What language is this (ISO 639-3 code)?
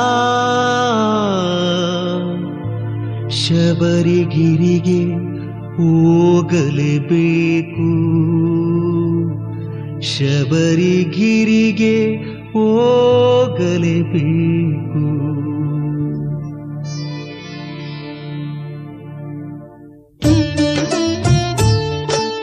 kan